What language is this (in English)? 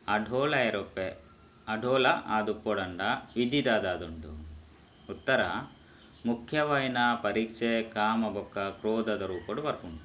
Tulu